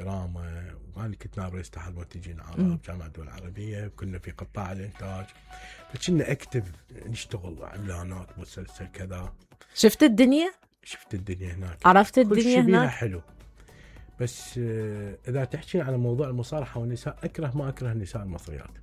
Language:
Mesopotamian Arabic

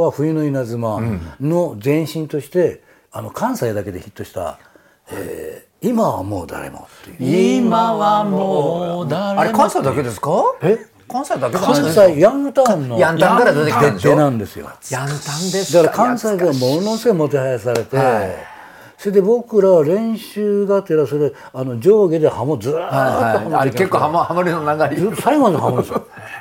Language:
Japanese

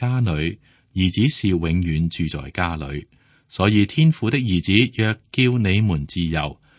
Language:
Cantonese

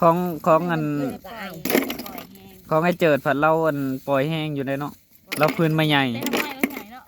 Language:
Northeastern Thai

